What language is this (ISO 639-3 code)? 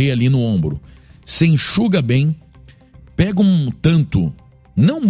por